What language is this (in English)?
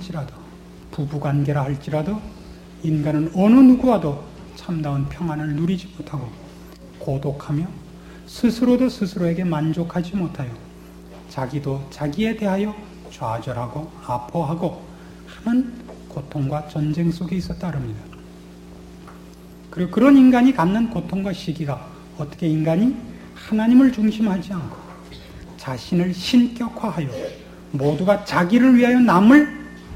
Korean